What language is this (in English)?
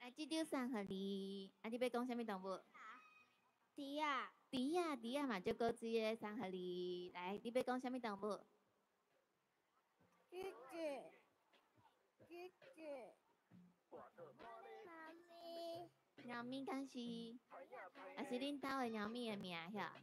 Min Nan Chinese